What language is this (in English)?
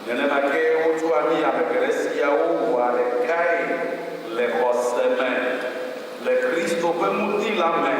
Ewe